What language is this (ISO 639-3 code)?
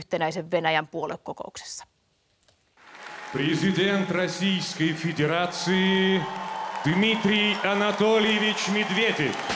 fin